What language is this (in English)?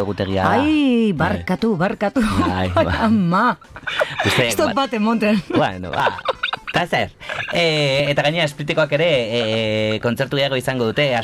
Basque